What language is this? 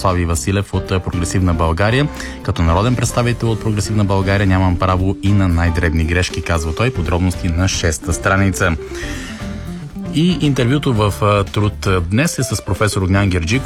Bulgarian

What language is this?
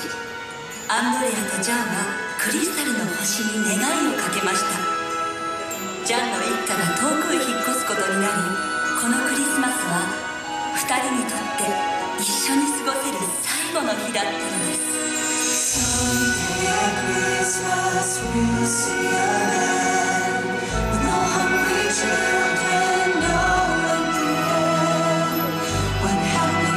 Japanese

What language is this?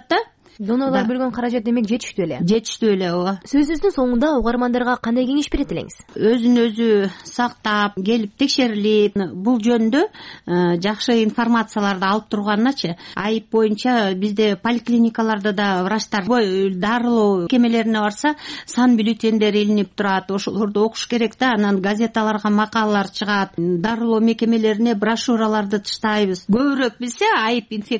Kyrgyz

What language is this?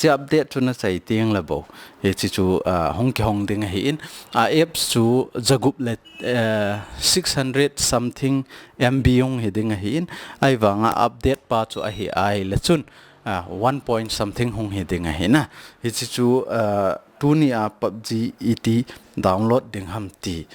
Thado Chin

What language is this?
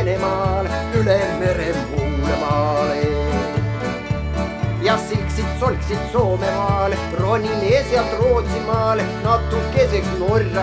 Estonian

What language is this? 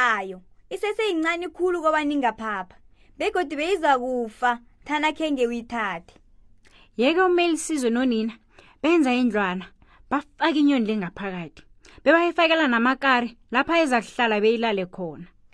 South Ndebele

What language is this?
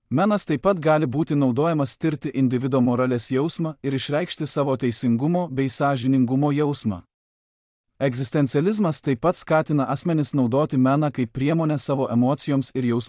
Lithuanian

